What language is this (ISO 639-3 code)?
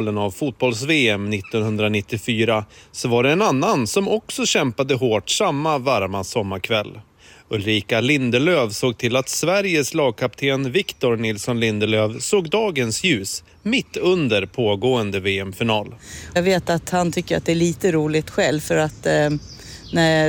swe